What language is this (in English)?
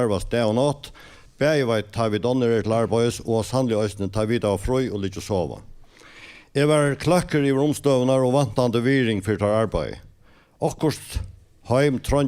Faroese